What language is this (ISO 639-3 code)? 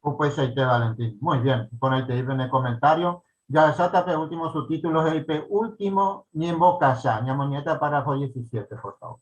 grn